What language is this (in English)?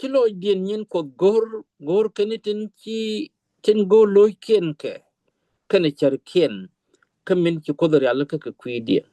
Nuer